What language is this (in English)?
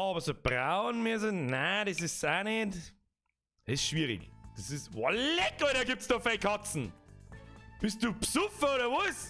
Bavarian